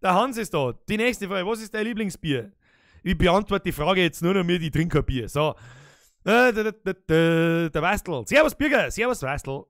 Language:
Bavarian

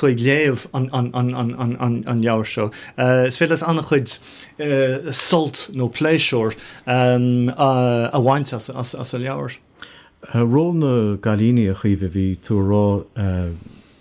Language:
Irish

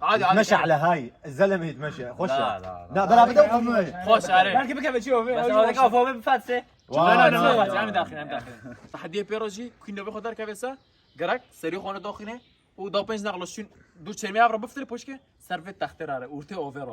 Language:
Kurdish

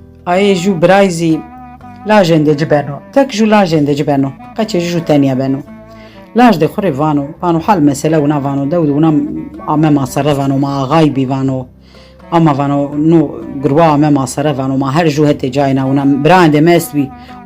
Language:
Zaza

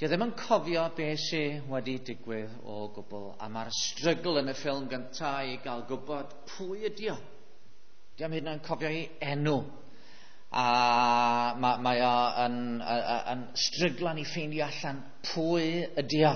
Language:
Welsh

